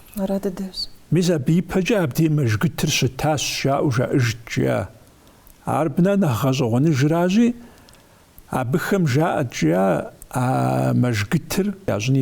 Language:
Kabardian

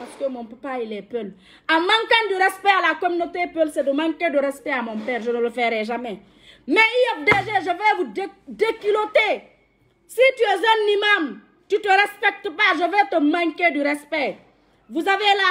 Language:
French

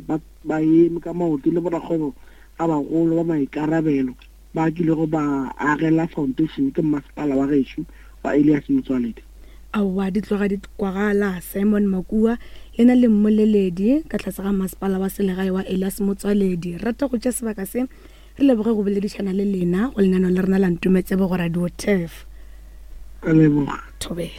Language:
Northern Sotho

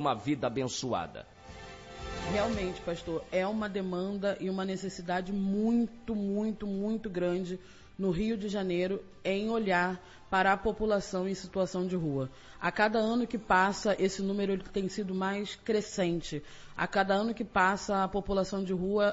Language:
Portuguese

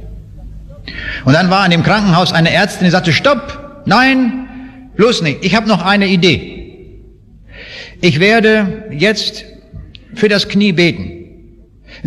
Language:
German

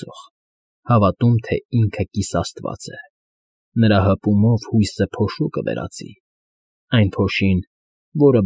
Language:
Armenian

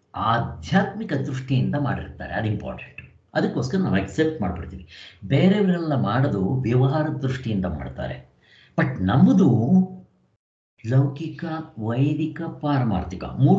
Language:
Kannada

